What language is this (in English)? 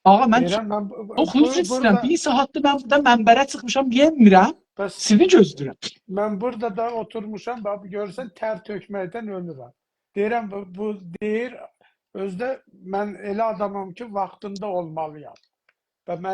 South Azerbaijani